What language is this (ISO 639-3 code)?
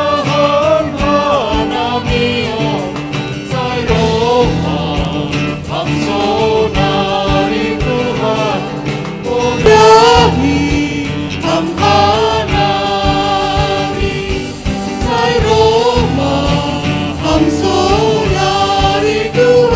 bts